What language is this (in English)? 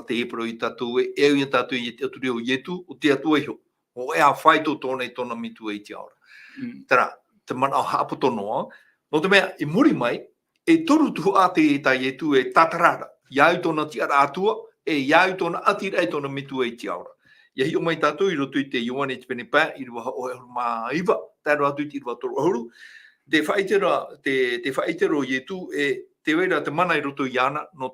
Tahitian